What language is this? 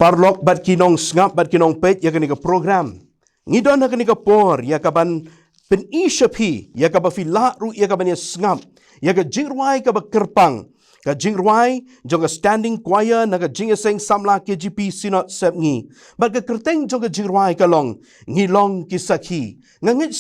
Khasi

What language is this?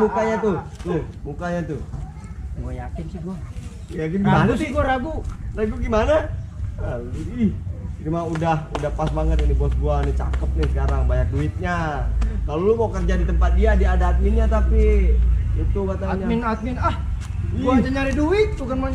Betawi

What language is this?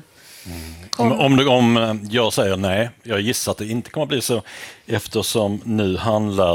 Swedish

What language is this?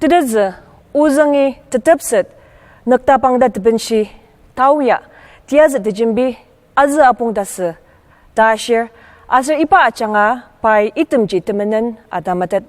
Ao Naga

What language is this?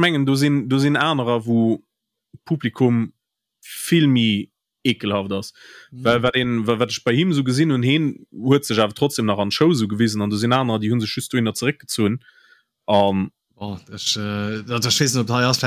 Luxembourgish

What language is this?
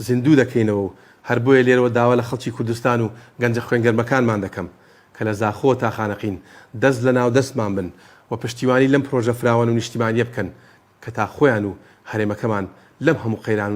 Central Kurdish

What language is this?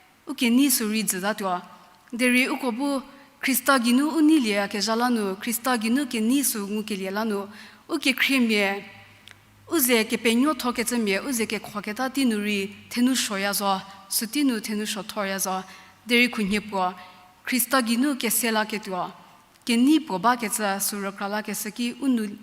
Angami Naga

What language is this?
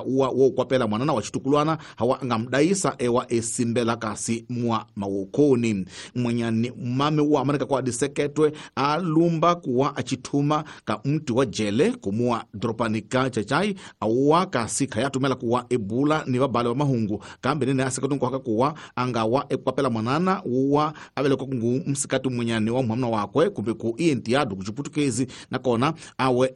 Tsonga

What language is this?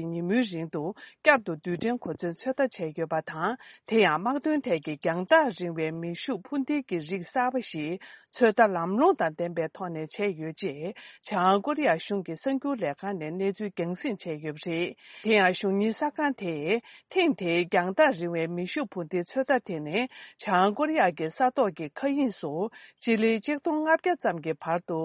Tibetan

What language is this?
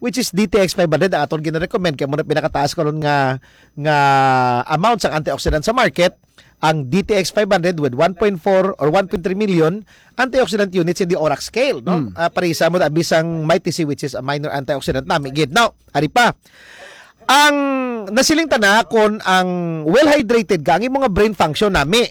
Hiligaynon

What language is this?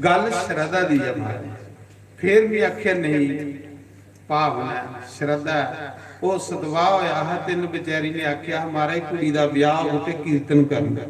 Dogri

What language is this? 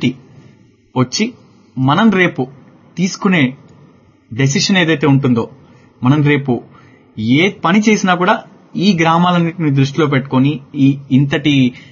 Telugu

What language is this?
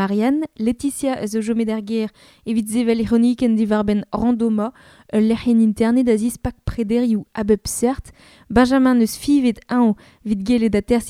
Breton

